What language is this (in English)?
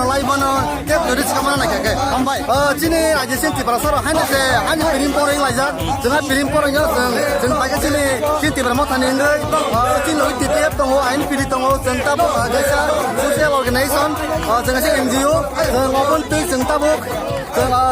Kok Borok